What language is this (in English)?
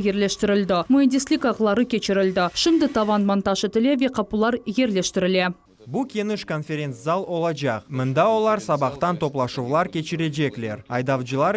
Crimean Tatar